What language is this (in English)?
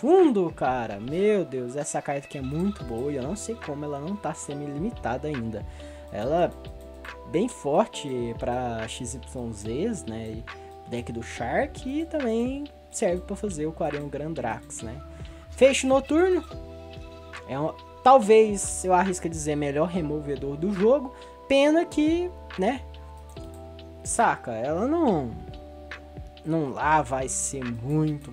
Portuguese